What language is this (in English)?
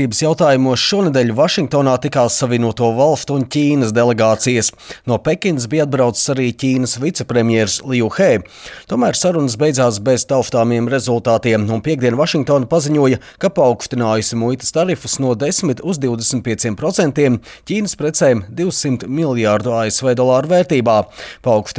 Latvian